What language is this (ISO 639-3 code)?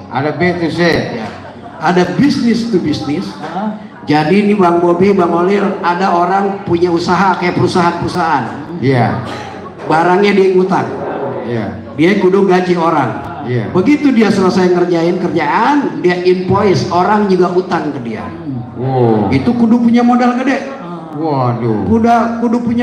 bew